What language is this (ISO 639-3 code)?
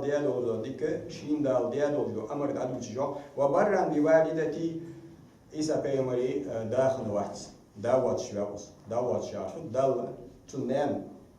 inh